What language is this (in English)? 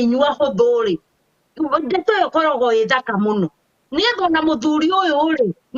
Kikuyu